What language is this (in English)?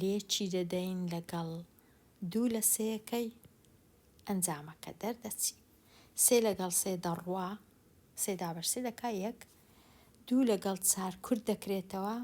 Central Kurdish